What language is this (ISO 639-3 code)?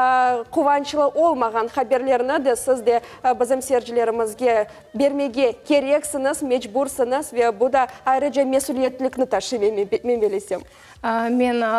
crh